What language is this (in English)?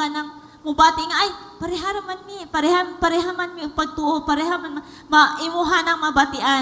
Cebuano